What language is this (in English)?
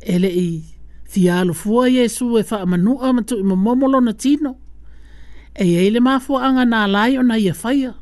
Samoan